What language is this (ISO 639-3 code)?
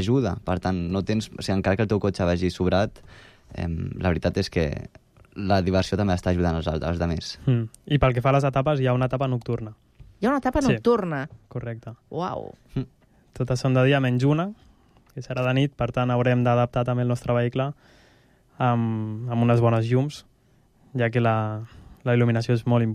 cat